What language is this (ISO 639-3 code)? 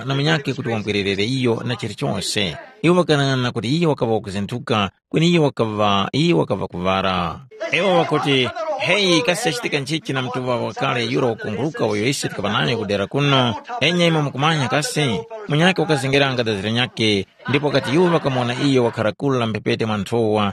tum